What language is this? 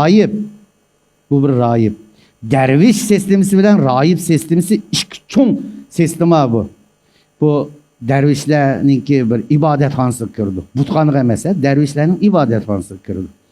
Uyghur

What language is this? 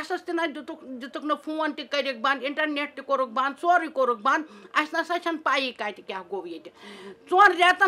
Kashmiri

